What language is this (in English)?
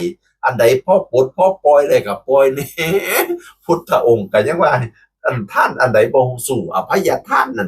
Northeastern Thai